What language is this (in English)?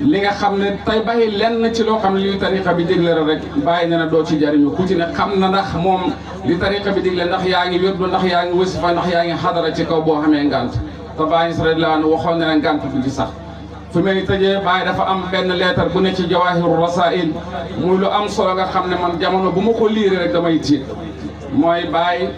Wolof